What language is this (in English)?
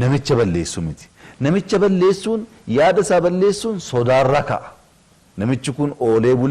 Oromo